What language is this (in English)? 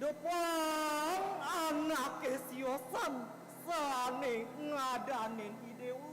Balinese